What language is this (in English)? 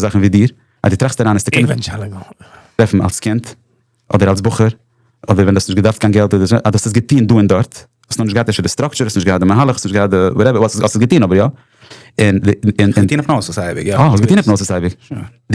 Yiddish